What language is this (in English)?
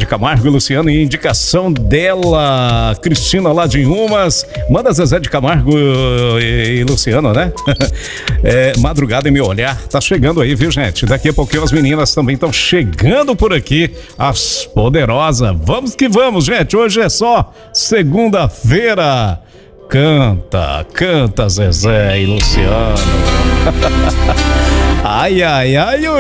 Portuguese